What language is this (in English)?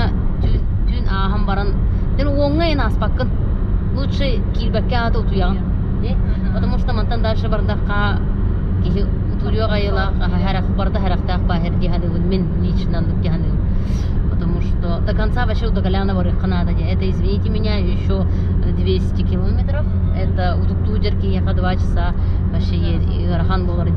Yakut